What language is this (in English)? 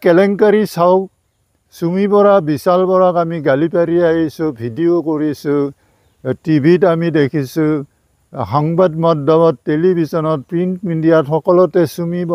Assamese